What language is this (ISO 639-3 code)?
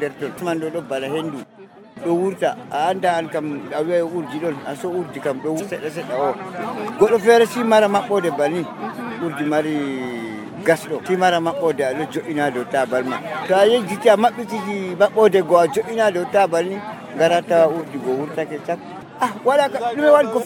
fuv